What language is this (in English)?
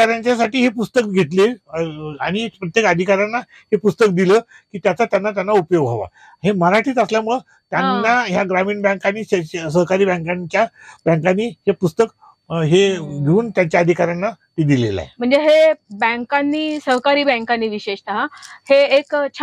Marathi